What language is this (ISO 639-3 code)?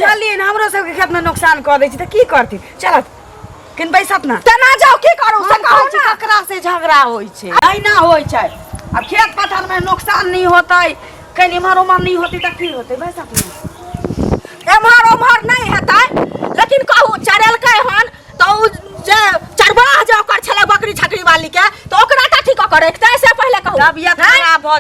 mai